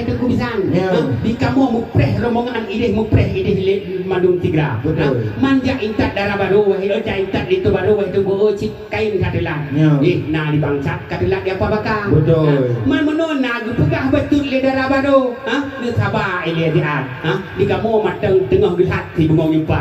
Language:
Achinese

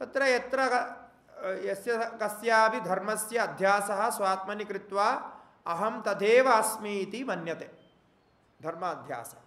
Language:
Sanskrit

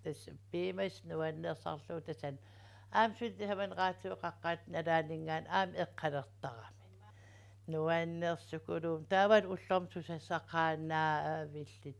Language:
Kalaallisut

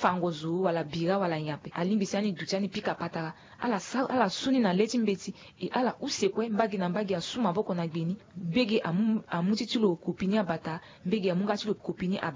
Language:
Sango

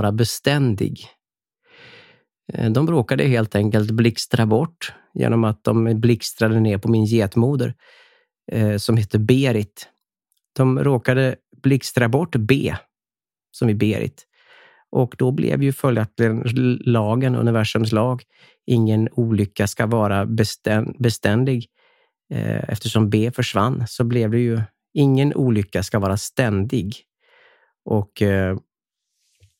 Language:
Swedish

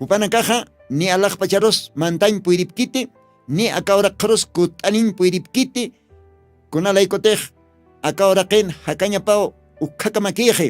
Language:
Aymara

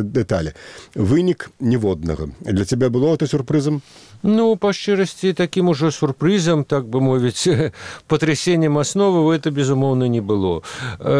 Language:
Belarusian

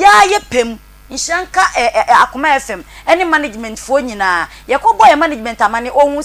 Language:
Akan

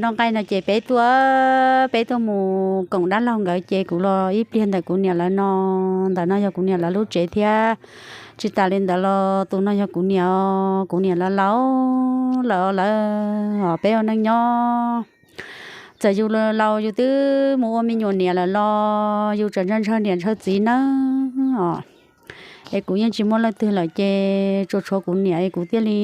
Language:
Hmong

